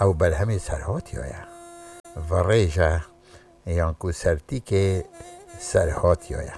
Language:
Kurdish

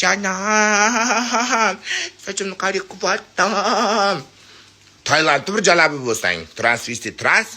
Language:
Uzbek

